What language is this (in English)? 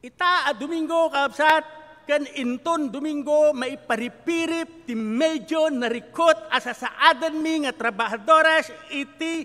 Iloko